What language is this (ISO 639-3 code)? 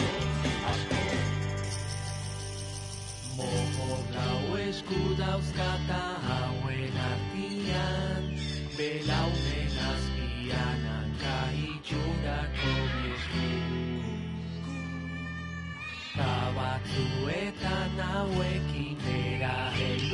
eus